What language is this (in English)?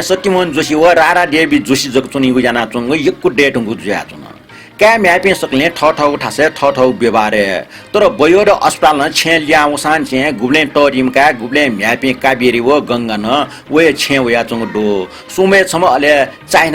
Newari